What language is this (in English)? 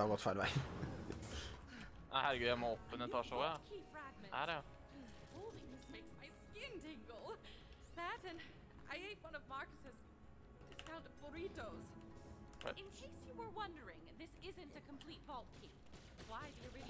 Norwegian